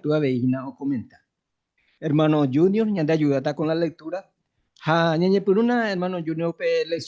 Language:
Guarani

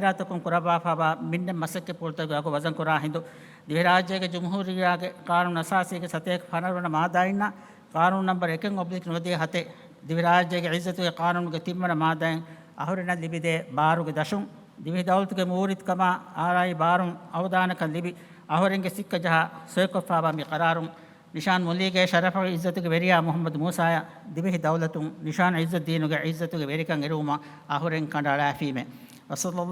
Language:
Divehi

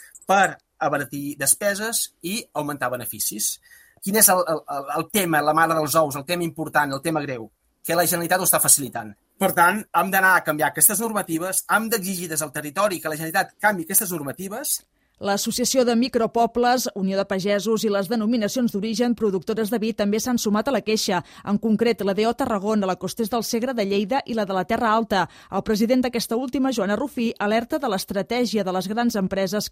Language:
Catalan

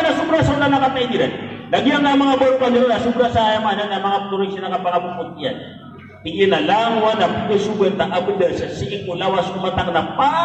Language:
Maranao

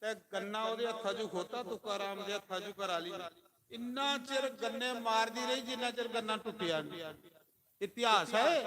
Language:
Dogri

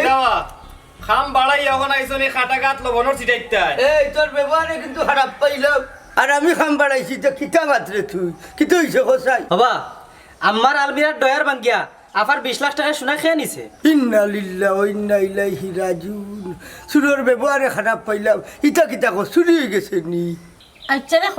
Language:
Sylheti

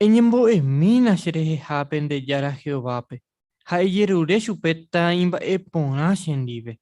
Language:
Guarani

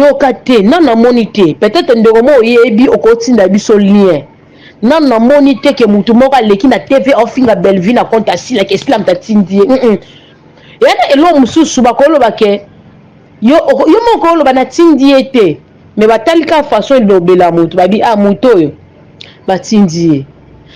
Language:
Lingala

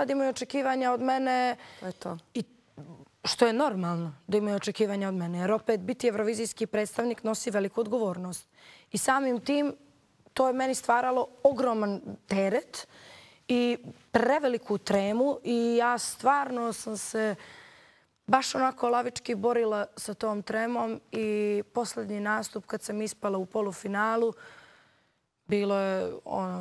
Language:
Bosnian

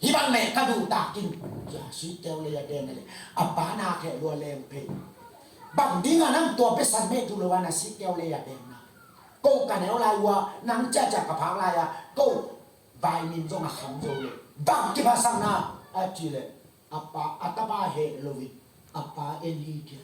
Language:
Tedim Chin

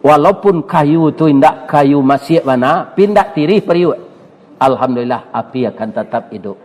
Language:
Minangkabau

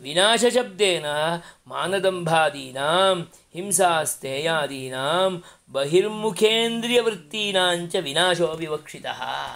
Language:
Sanskrit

